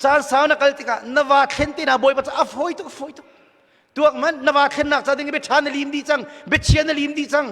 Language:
Hakha Chin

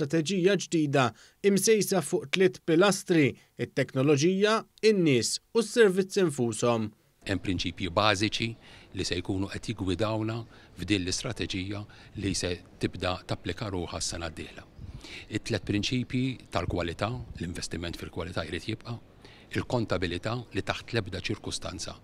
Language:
Maltese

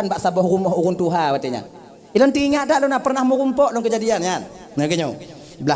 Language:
Achinese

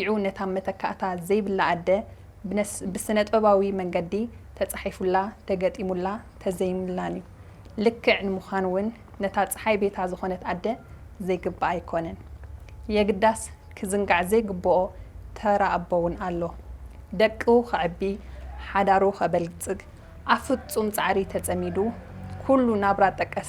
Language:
Tigrinya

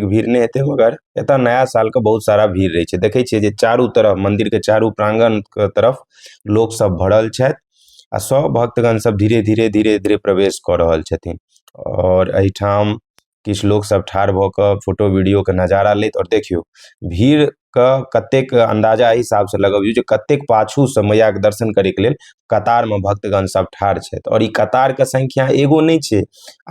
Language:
Maithili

